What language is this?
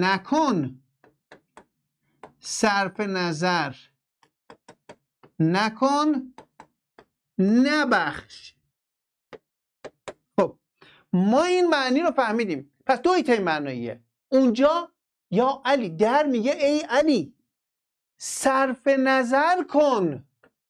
Persian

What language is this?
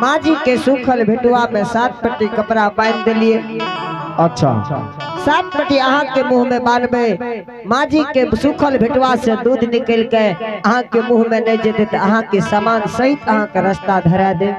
Angika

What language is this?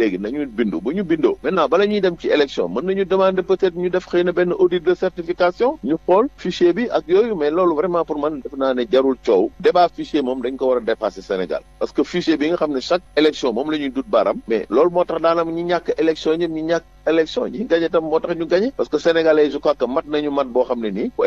Wolof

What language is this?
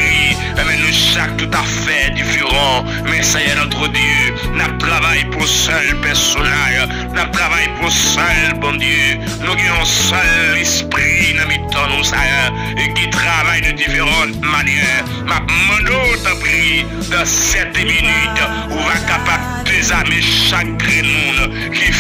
French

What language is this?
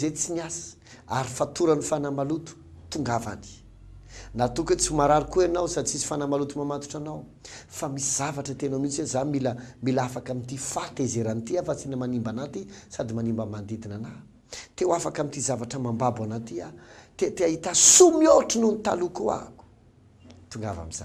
Malagasy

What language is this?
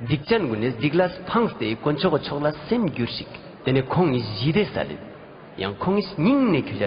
Ladakhi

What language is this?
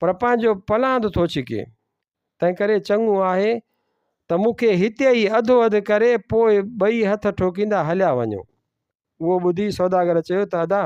Sindhi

